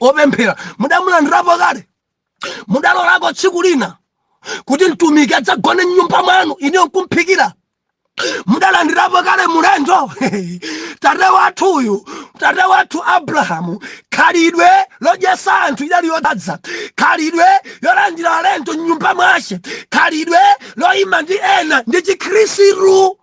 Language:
Nyanja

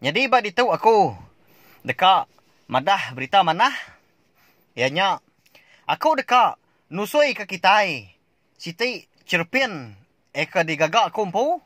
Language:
Iban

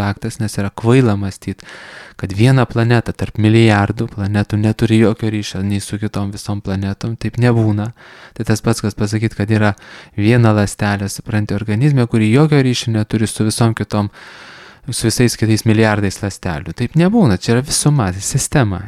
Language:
Lithuanian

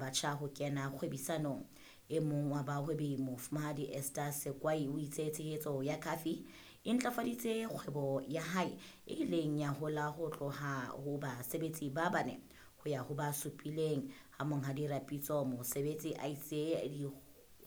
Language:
Southern Sotho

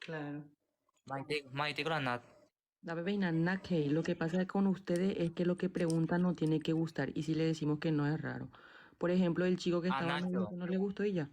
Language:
Guarani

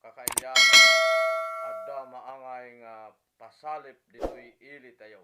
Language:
Iloko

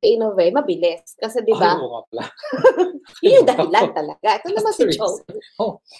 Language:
Filipino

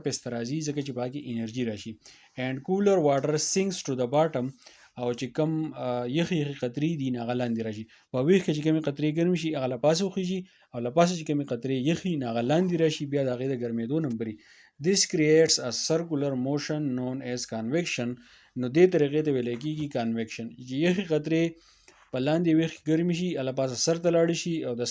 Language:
Pashto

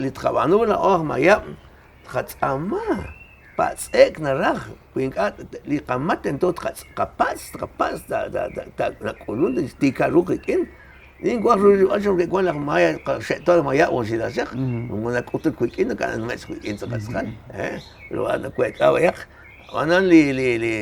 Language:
Kekchí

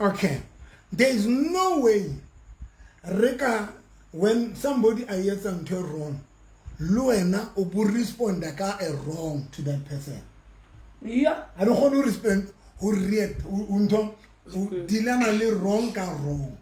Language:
Southern Sotho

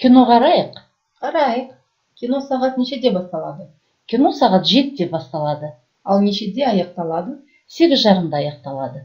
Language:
Kazakh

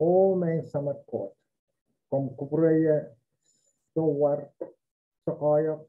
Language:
Pohnpeian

